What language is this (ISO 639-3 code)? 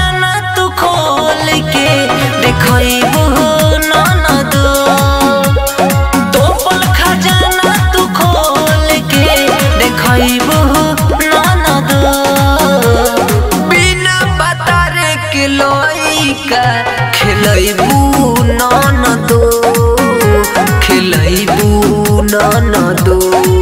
bho